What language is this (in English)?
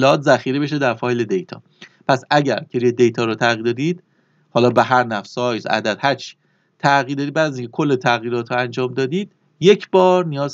Persian